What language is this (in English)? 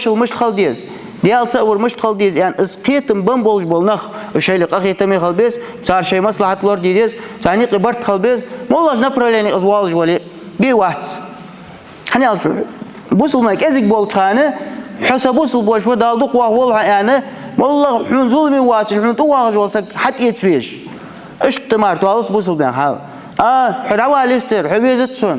Ingush